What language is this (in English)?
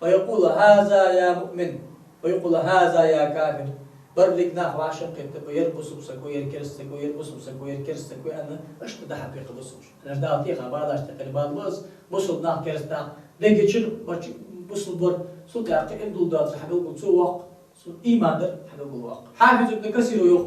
Ingush